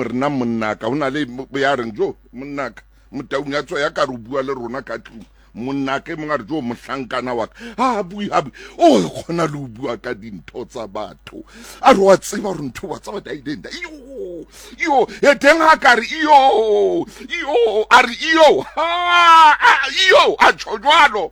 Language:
Southern Sotho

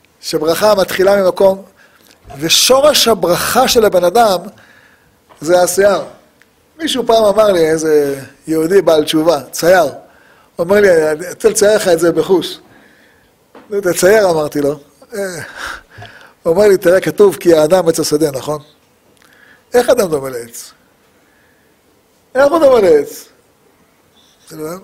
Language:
Hebrew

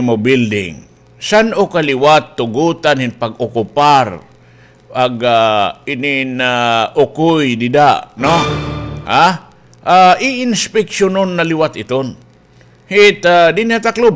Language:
Waray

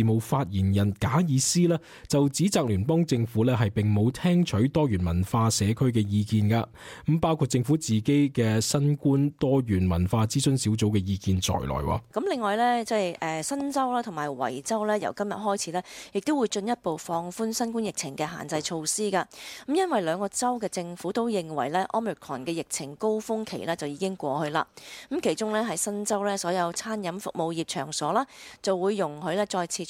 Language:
Cantonese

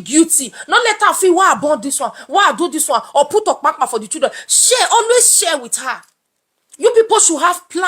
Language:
Nigerian Pidgin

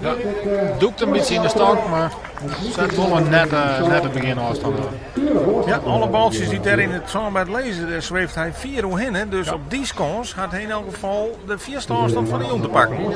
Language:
Western Frisian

